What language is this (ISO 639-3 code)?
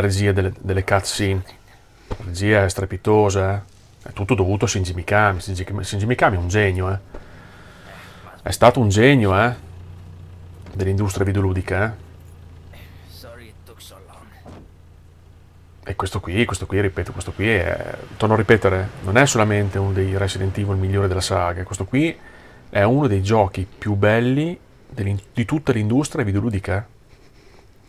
ita